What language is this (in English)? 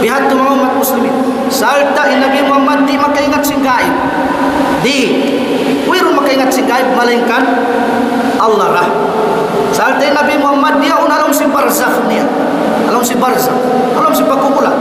Tausug